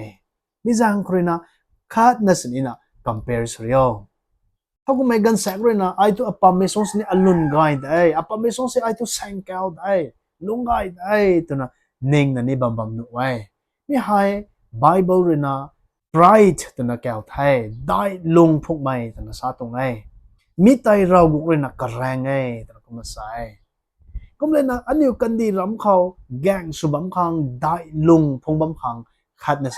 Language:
Rongmei Naga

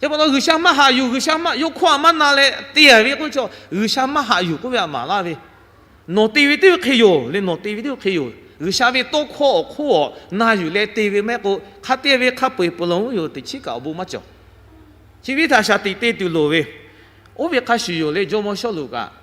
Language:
Lahu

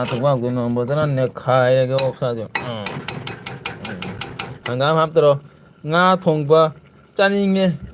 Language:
Manipuri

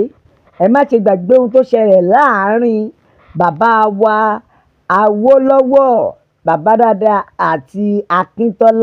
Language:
Yoruba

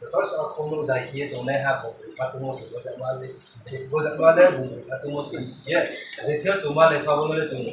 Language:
Riang (India)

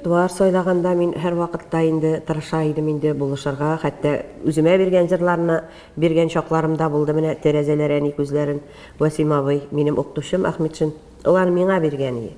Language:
Tatar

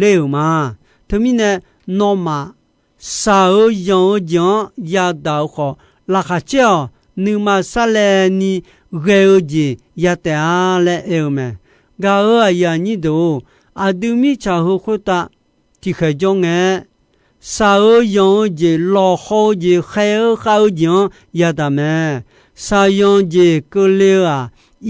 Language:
Akha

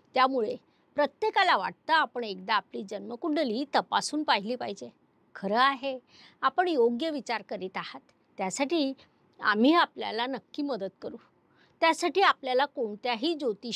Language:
Marathi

